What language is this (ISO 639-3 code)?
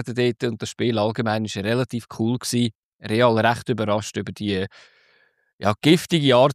deu